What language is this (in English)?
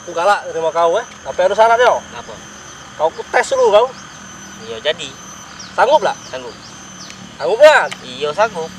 Musi